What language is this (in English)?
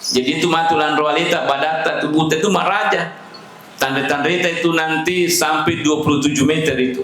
Buginese